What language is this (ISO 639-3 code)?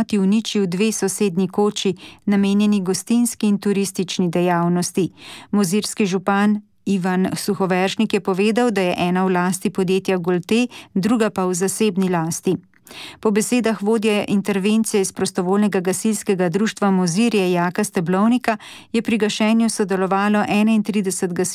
slv